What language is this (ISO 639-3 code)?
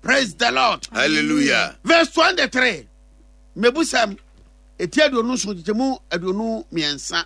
aka